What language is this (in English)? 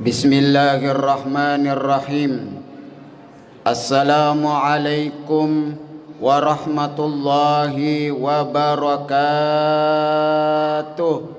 Buginese